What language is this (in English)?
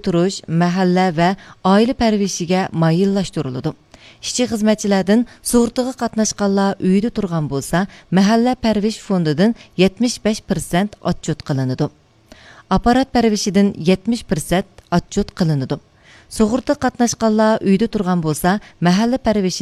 Uyghur